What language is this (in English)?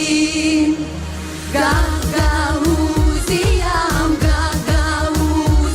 Gagauz